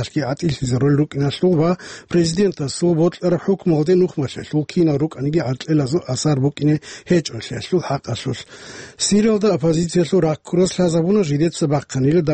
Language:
Avaric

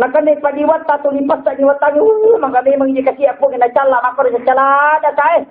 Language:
Buginese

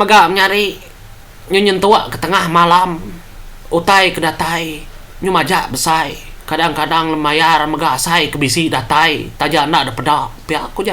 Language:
Iban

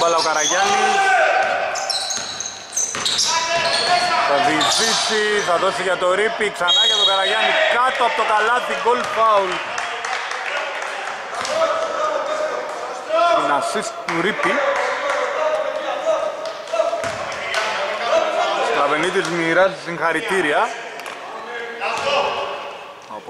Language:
Greek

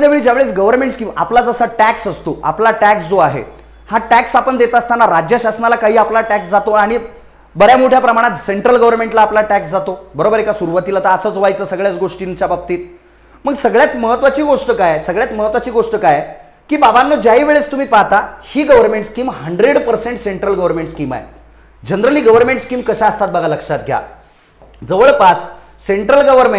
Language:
Marathi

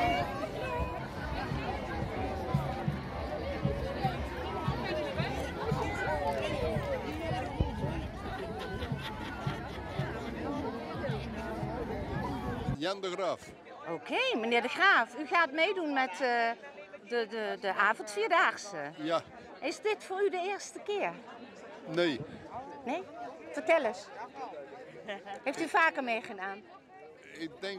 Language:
Dutch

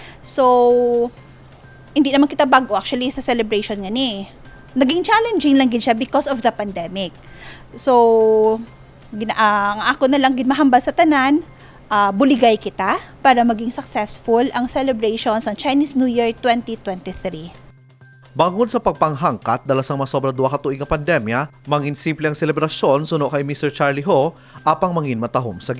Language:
Hiligaynon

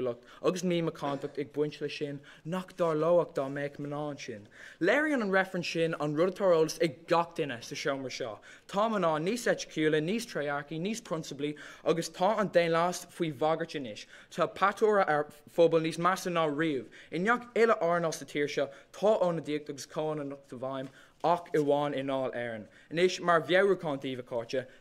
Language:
Irish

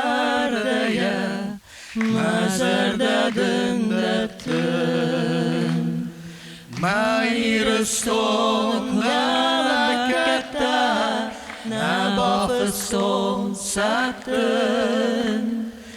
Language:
Ossetic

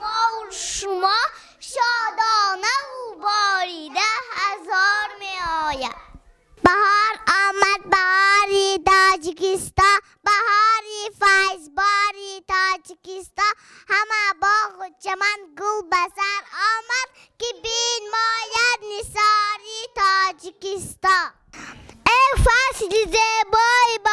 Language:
Tajik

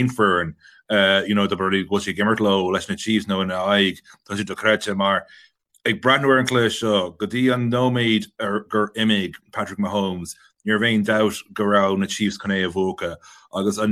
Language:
Irish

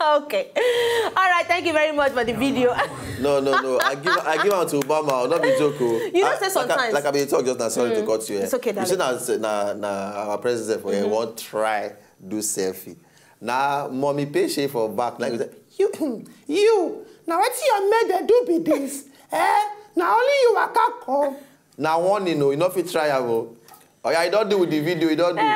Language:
Nigerian Pidgin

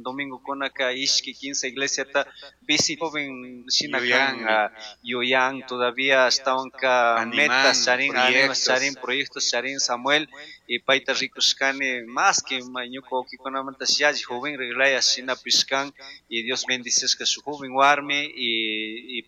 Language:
Chimborazo Highland Quichua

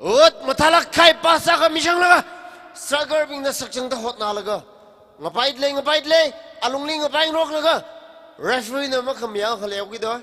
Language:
Tangkhul Naga (India)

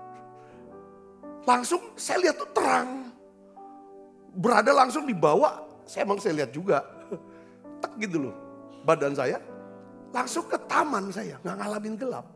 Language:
Indonesian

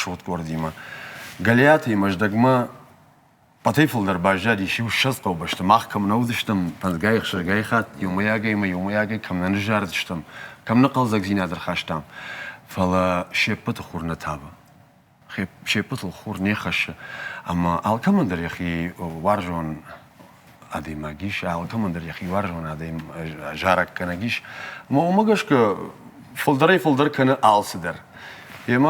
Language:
Ossetic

